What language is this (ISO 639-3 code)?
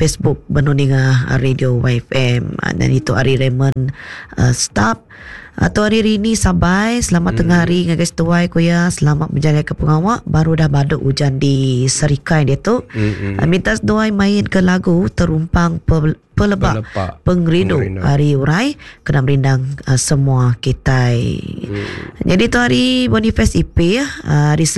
iba